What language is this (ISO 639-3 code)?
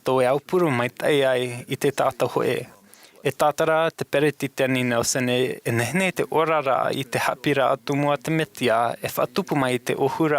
tah